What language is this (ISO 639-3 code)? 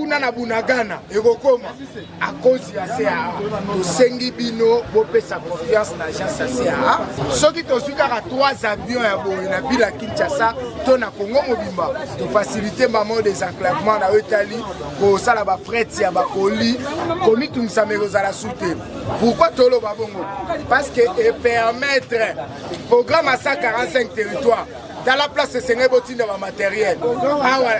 lin